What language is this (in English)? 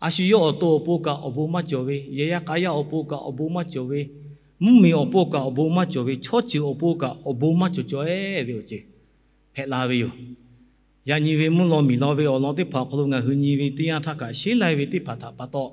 Lahu